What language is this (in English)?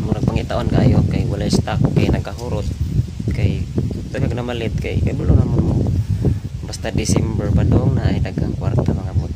Cebuano